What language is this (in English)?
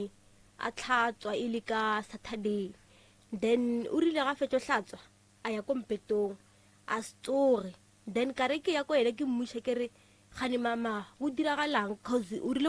Northern Sotho